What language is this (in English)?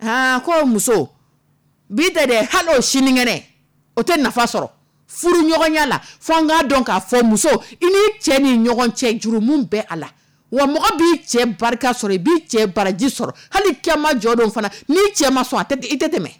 Dyula